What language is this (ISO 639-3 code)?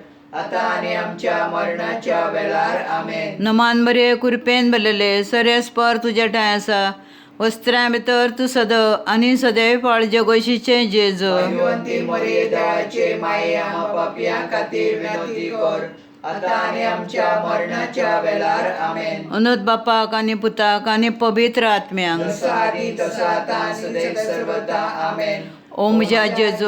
kok